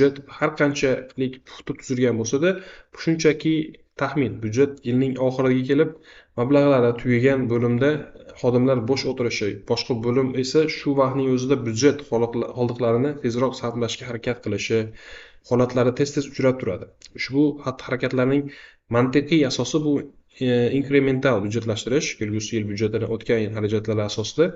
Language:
Uzbek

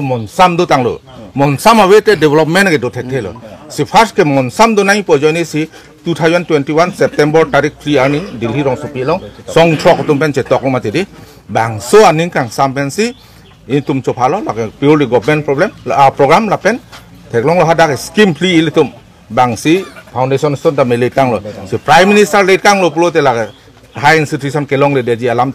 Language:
Karbi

